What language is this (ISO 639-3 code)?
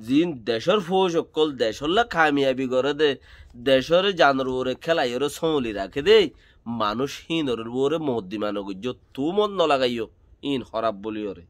rhg